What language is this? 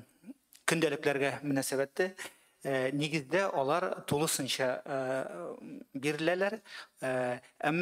Tatar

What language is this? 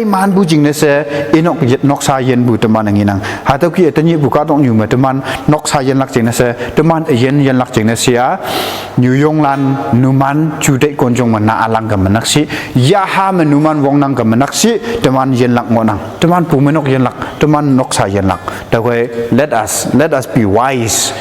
Konyak Naga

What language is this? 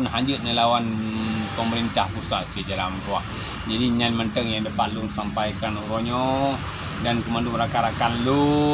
Achinese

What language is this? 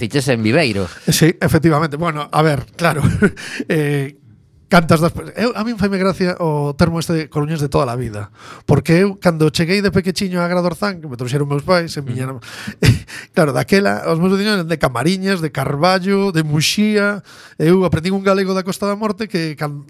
Galician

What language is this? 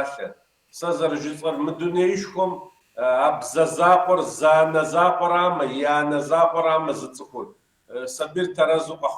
Kabardian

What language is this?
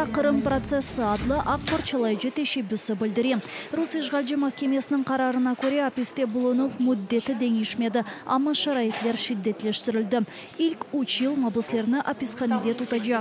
Crimean Tatar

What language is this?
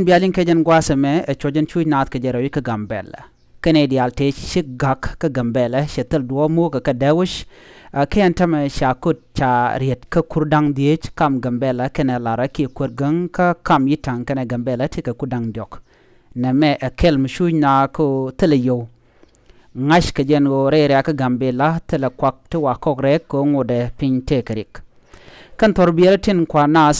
Nuer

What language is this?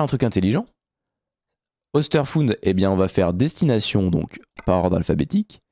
French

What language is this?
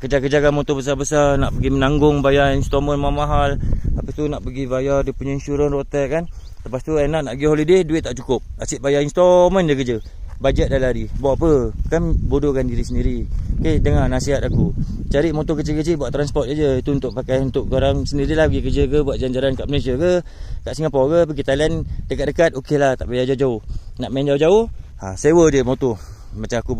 Malay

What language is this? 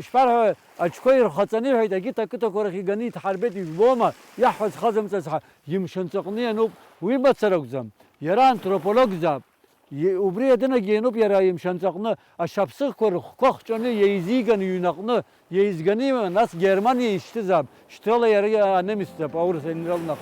Abkhazian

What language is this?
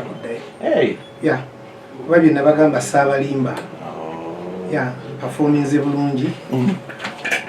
Ganda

